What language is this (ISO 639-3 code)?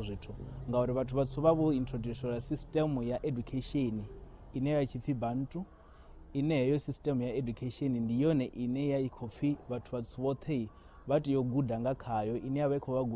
ven